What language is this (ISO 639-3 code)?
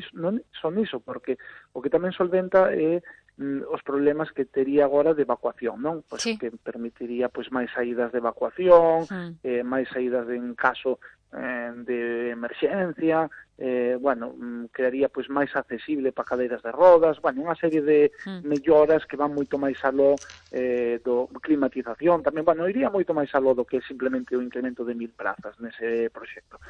glg